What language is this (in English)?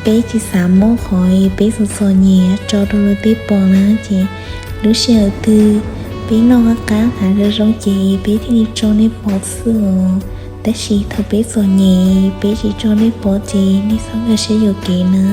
Hmong